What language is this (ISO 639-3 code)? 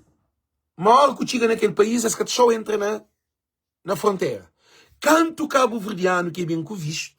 kea